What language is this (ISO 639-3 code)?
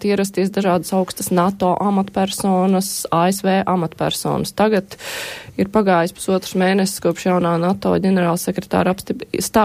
lav